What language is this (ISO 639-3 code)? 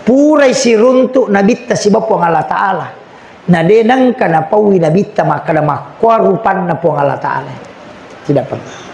bug